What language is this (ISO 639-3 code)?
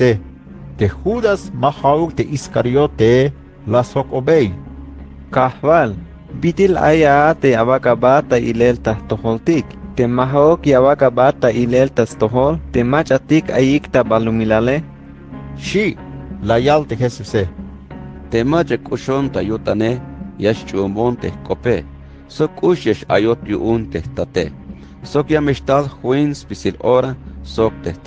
tzh